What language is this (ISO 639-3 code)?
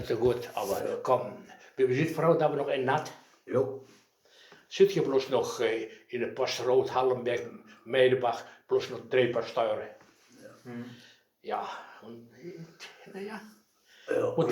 wep